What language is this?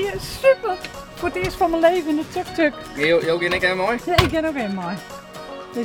Western Frisian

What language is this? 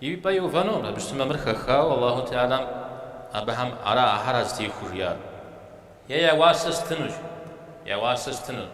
Kabardian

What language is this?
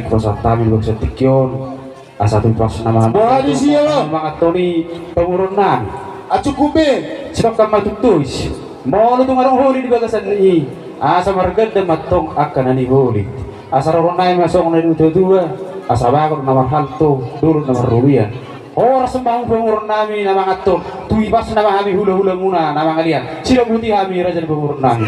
Batak Toba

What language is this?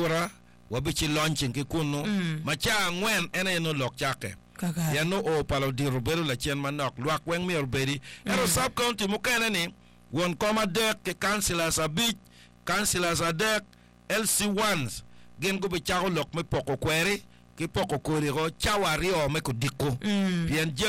Acoli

